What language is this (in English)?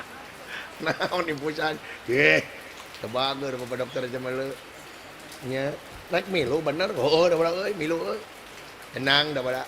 Sundanese